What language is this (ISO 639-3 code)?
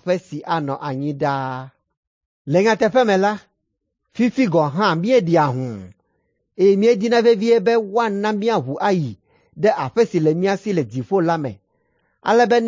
ewe